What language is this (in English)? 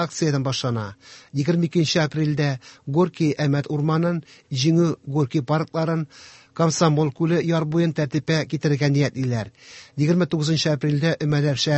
Tatar